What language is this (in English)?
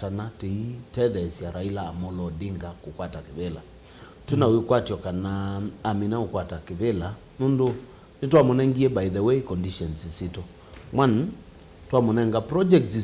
Kamba